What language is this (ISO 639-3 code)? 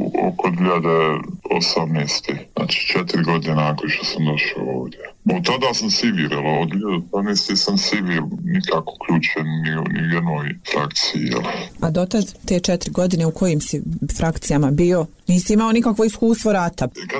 bos